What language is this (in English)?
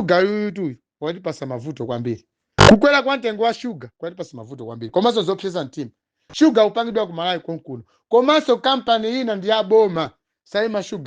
Nyanja